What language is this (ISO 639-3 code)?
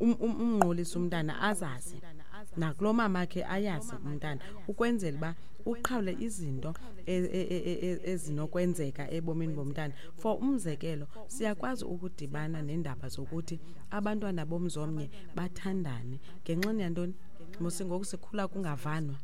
xho